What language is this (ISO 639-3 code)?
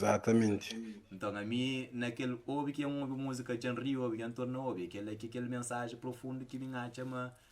kea